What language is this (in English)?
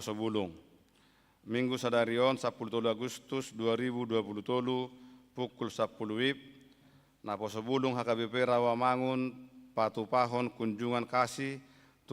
Batak Toba